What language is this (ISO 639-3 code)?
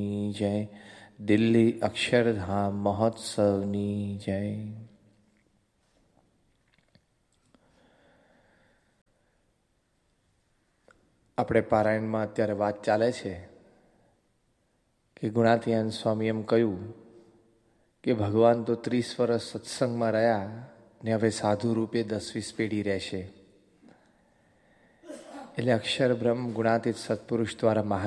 guj